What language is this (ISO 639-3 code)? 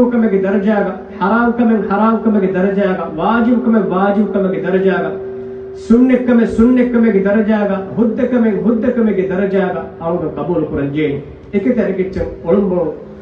div